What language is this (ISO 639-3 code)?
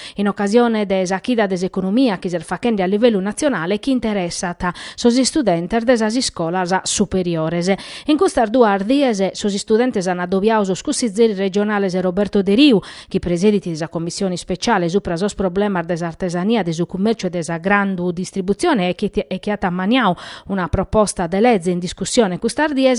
srd